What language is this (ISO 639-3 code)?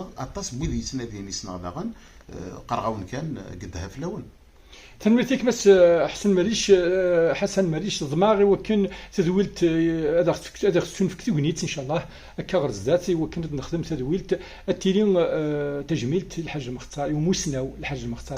kab